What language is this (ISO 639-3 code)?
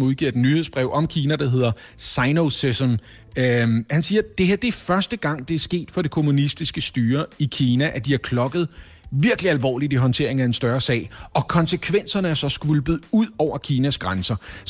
dan